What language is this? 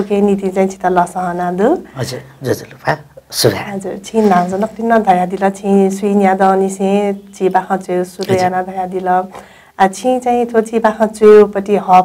Newari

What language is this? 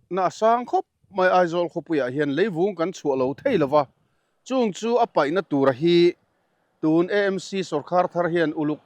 Mizo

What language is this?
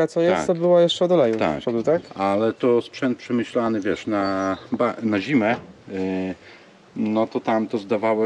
Polish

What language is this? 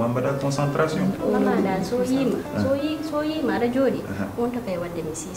Fula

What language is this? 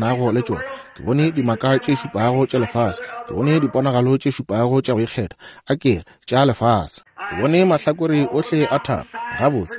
Northern Sotho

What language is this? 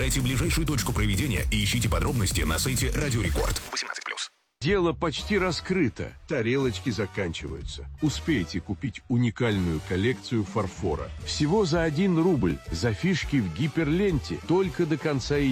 Russian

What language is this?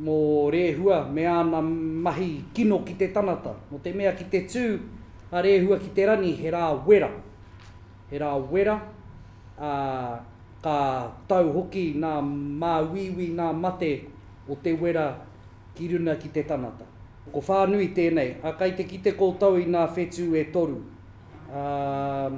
Māori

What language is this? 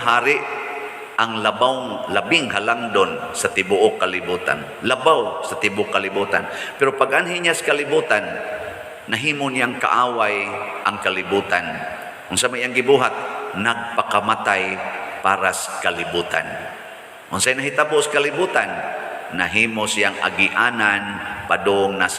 Cebuano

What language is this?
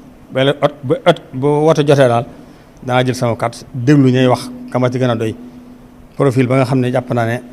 Wolof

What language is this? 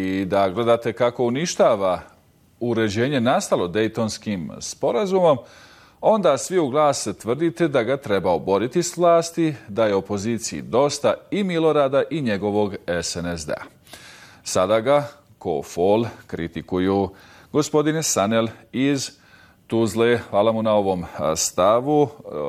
Bosnian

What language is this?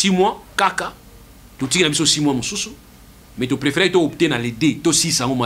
Lingala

